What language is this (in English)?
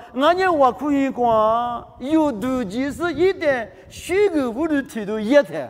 Lisu